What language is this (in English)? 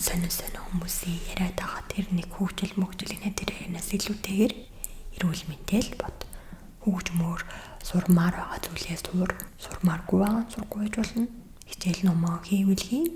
Mongolian